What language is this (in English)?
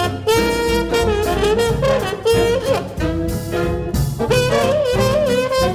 French